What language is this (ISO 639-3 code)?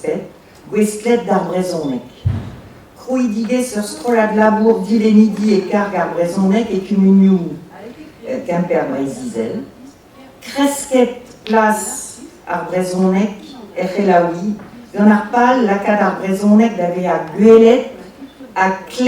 bre